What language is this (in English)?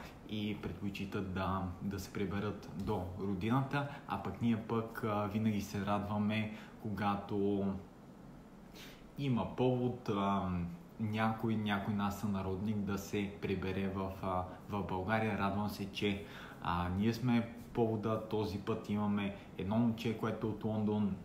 Bulgarian